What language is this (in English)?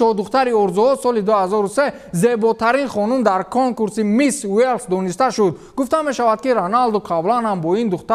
Tajik